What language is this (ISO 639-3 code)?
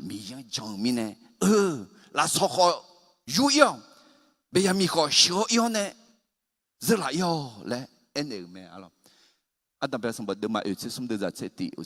ahk